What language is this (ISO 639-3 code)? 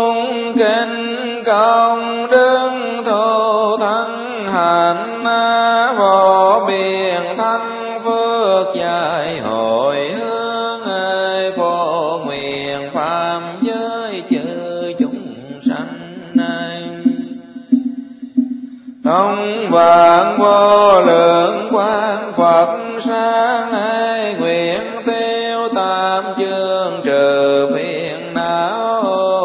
vie